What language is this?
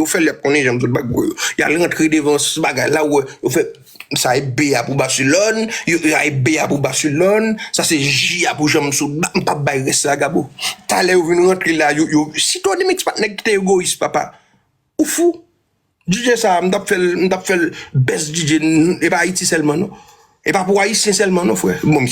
Haitian Creole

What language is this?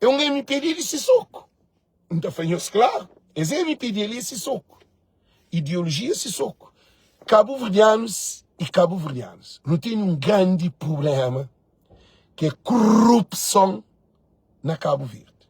Kabuverdianu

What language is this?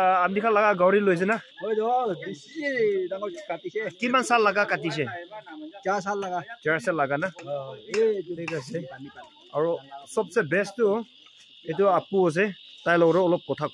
Naga Pidgin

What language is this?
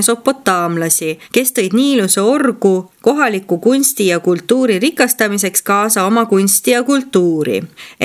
Estonian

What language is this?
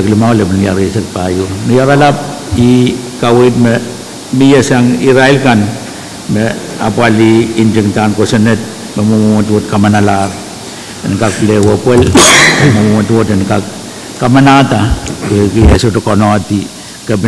Pohnpeian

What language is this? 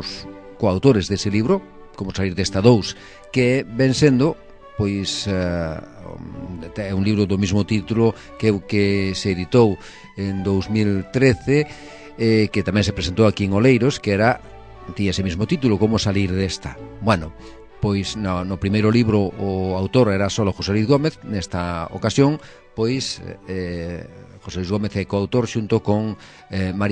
Galician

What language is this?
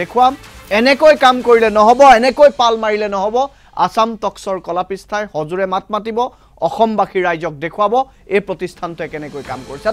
Assamese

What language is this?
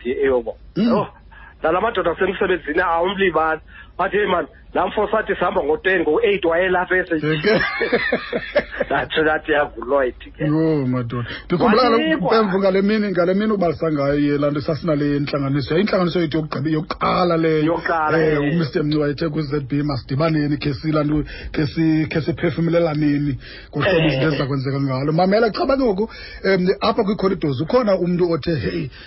Xhosa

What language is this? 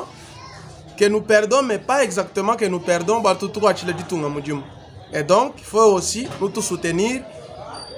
Luba-Lulua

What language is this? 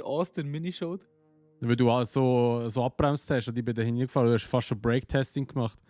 Swiss German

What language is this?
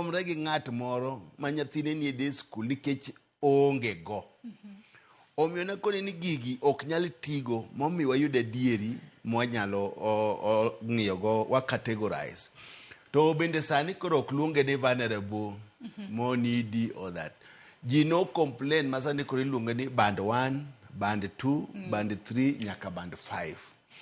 Luo (Kenya and Tanzania)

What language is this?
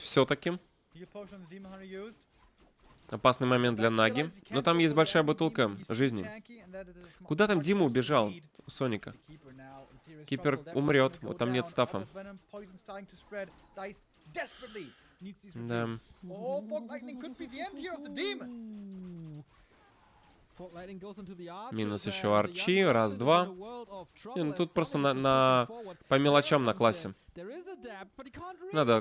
Russian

